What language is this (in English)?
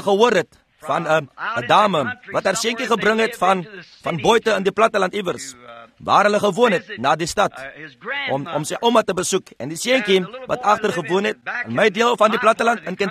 Afrikaans